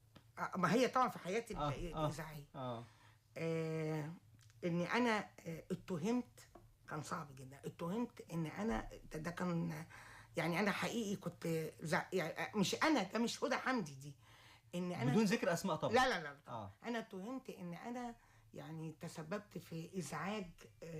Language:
Egyptian Arabic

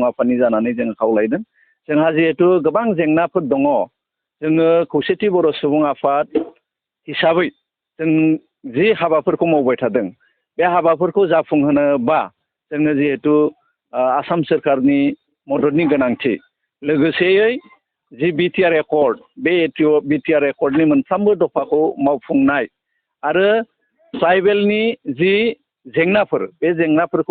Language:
Bodo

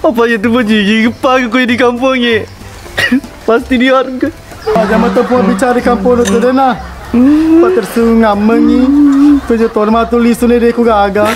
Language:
Buginese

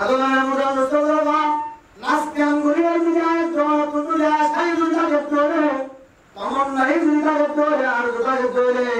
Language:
Rohingya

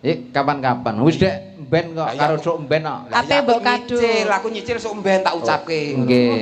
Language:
Javanese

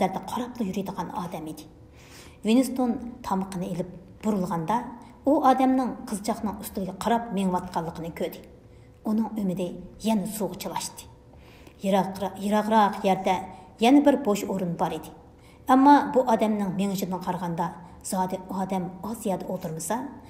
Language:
Uyghur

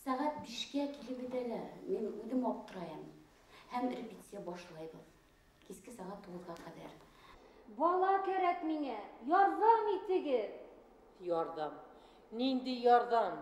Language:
Bashkir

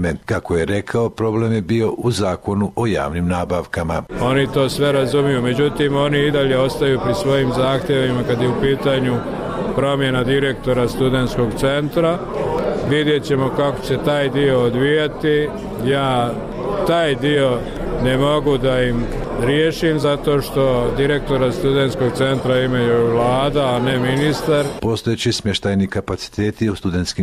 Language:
Croatian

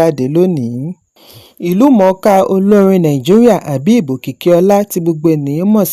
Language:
Yoruba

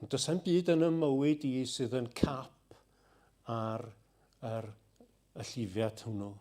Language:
Welsh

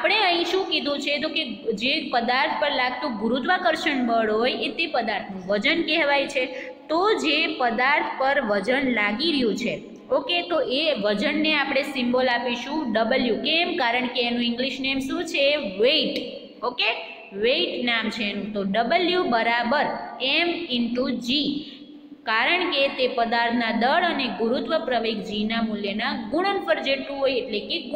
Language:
Gujarati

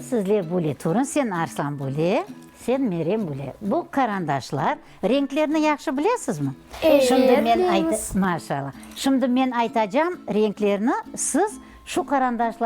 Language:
Crimean Tatar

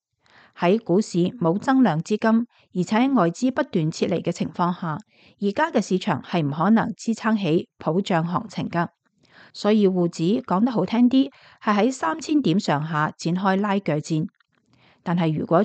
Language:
Cantonese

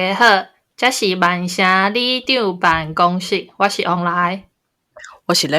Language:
Min Nan Chinese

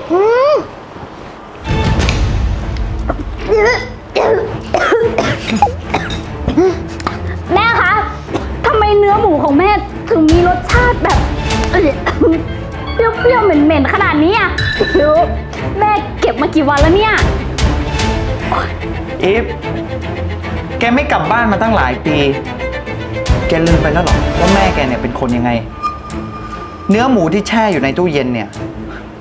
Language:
Thai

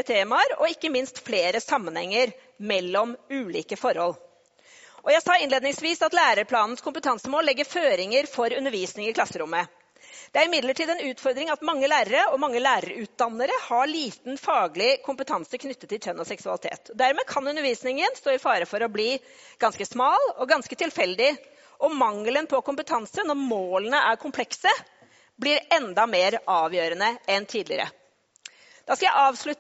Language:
Norwegian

